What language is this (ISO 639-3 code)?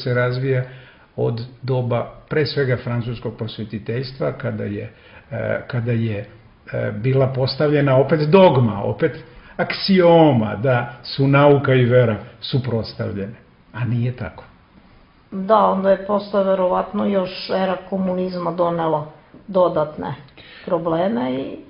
srp